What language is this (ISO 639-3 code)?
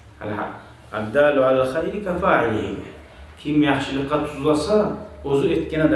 kum